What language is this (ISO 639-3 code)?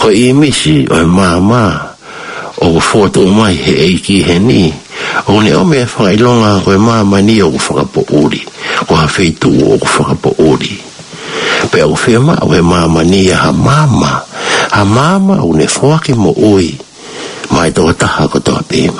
ton